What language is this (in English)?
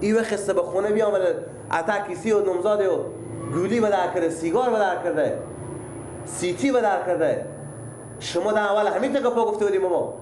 Persian